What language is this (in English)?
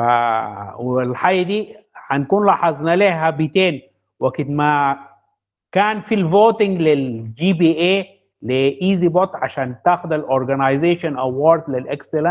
Sudanese Arabic